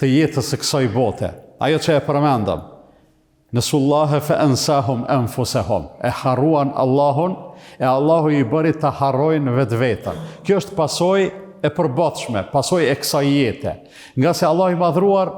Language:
Albanian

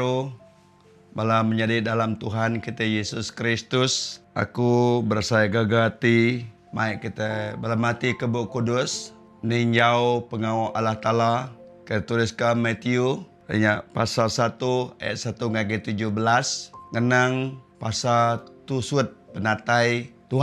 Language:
Iban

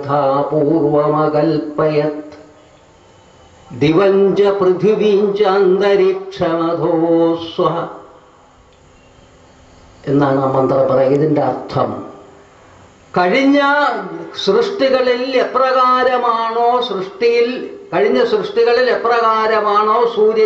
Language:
Malayalam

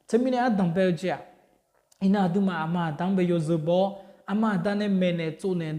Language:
Akha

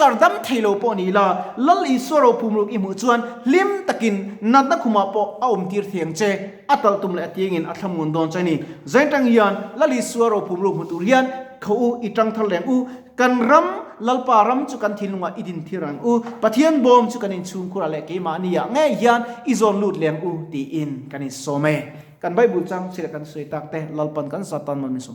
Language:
Mizo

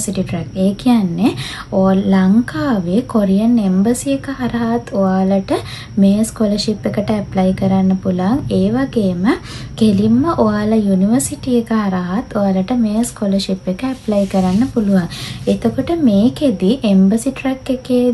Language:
Sinhala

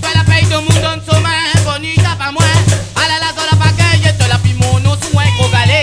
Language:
Réunion Creole French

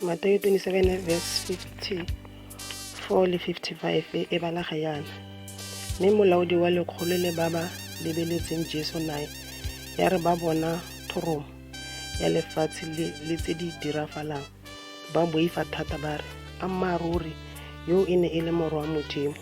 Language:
Tswana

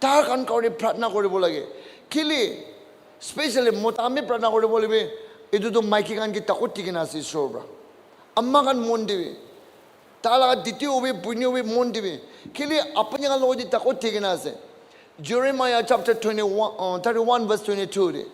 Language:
Naga Pidgin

